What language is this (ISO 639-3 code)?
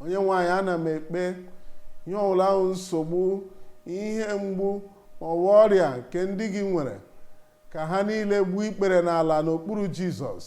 ibo